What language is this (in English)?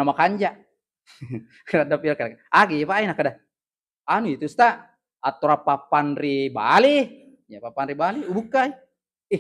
Buginese